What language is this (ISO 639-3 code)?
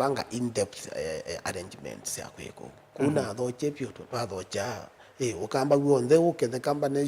kam